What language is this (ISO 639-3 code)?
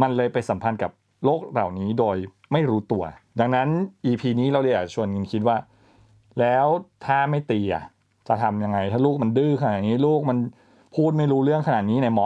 tha